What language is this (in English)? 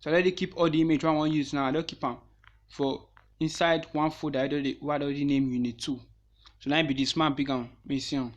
Nigerian Pidgin